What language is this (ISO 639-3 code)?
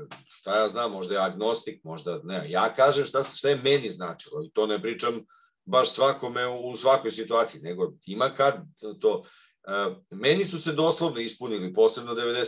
srp